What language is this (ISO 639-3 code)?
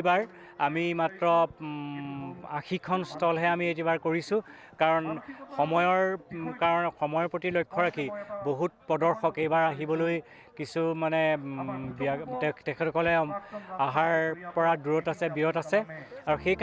asm